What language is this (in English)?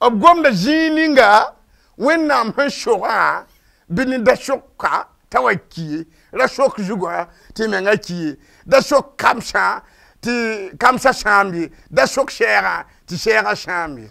Mossi